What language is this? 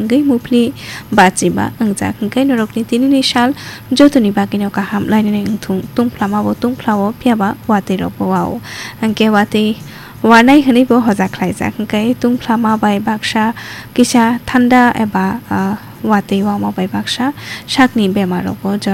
Kok Borok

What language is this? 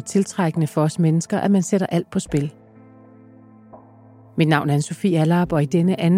Danish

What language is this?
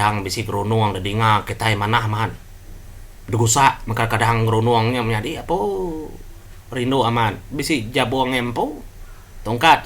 Iban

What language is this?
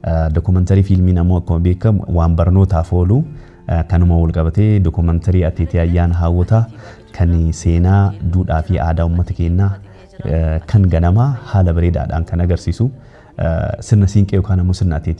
Oromo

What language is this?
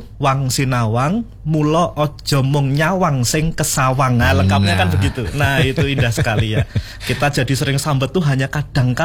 Indonesian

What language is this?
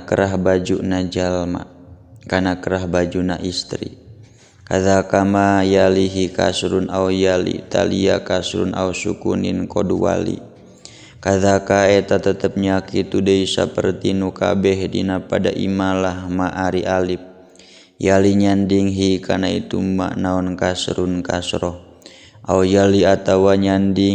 Sundanese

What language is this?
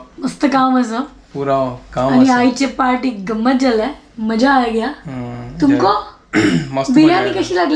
Konkani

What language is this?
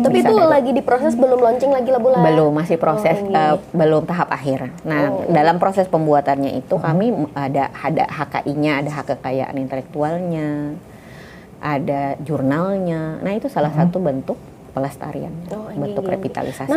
Banjar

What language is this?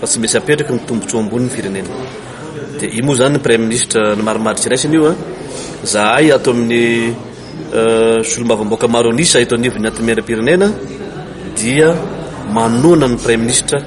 Malagasy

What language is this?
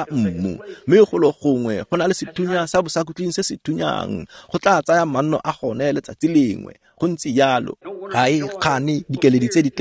Tswana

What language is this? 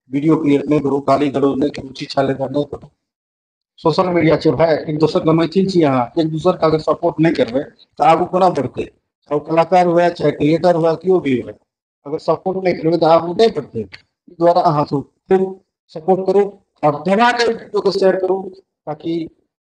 Maithili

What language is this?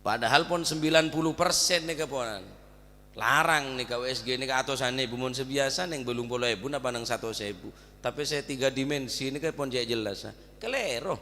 Madurese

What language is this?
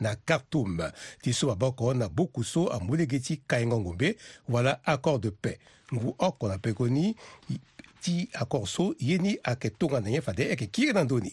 Sango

